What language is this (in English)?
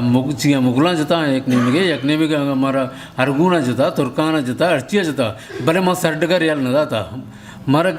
Eastern Balochi